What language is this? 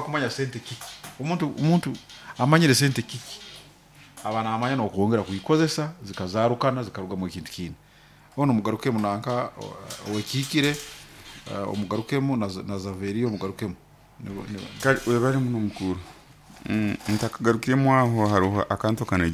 Nyoro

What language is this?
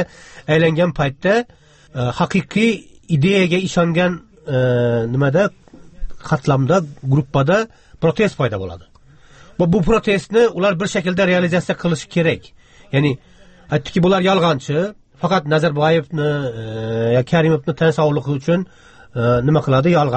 Kyrgyz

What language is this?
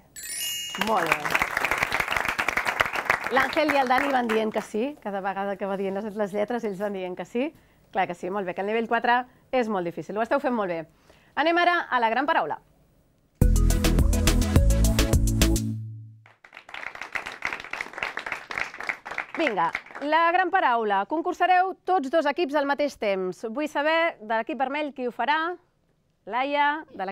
Catalan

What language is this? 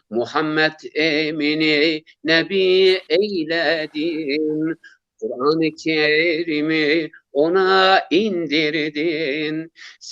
Zaza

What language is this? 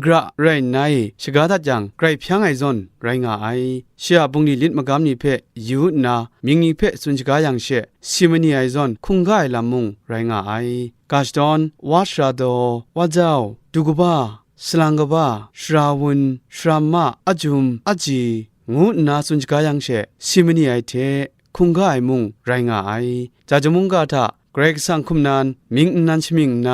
Kachin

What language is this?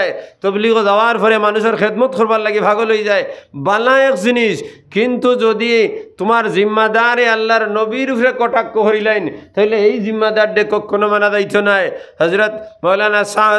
Sylheti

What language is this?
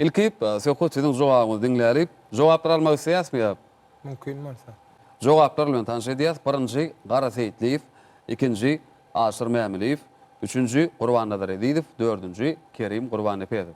Turkmen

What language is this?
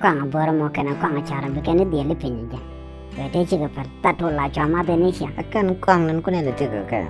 Nuer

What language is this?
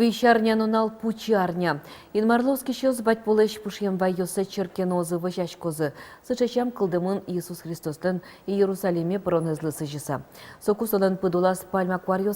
Udmurt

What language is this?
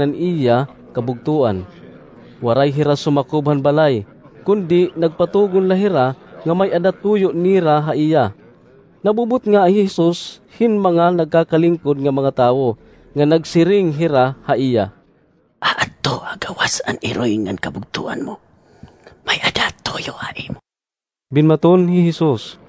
Waray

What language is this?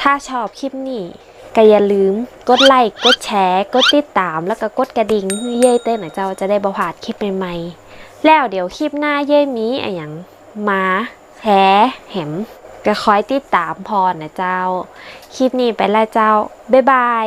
Northern Thai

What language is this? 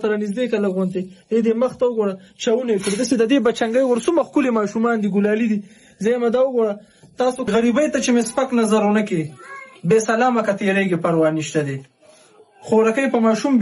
Pashto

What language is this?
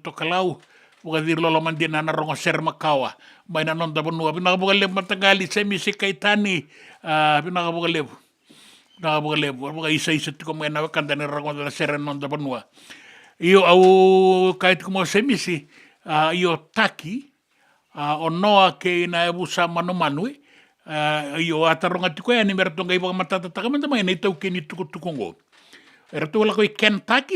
Fijian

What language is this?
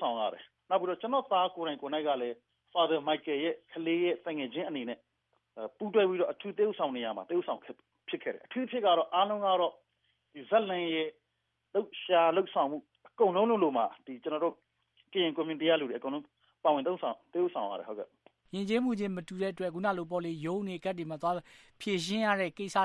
Burmese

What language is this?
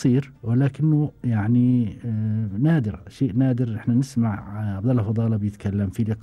Gulf Arabic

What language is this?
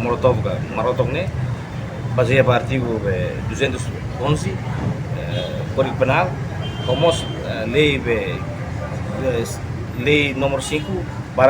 Tetum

